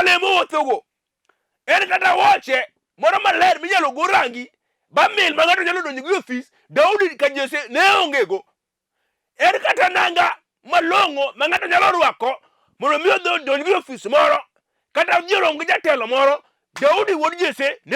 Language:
Luo (Kenya and Tanzania)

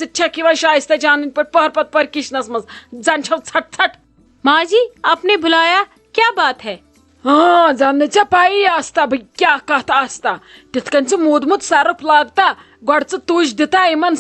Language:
Kashmiri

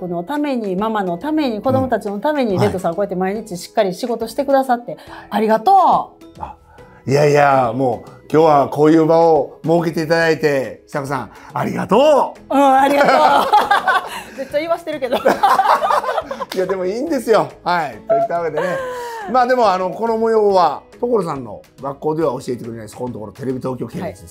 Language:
Japanese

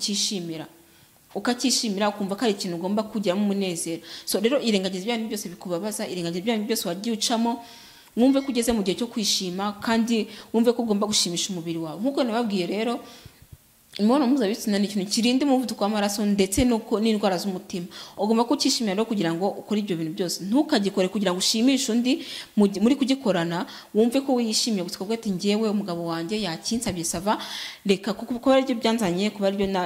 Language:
Kinyarwanda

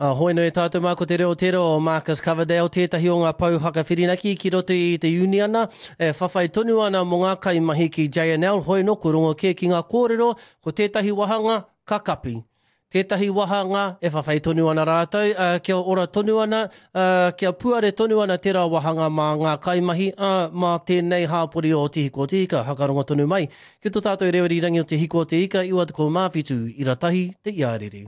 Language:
Māori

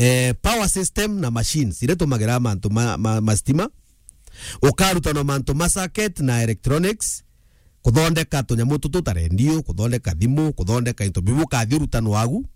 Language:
Meru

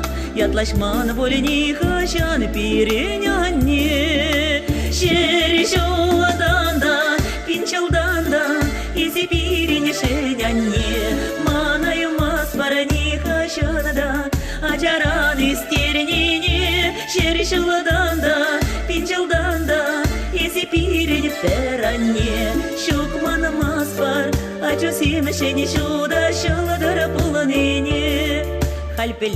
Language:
Chuvash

